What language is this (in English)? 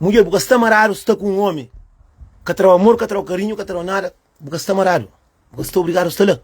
Kabuverdianu